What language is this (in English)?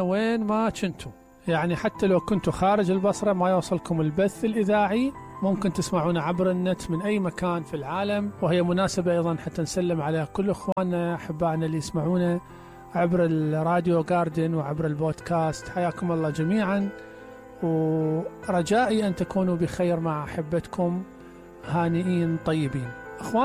Mesopotamian Arabic